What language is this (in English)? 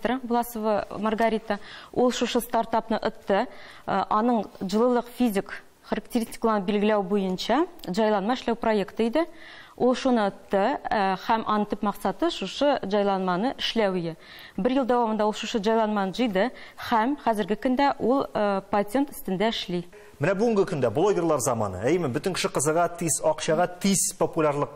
Tatar